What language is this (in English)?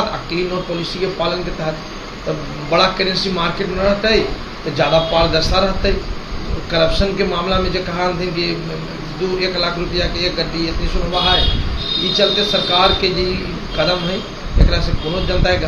Magahi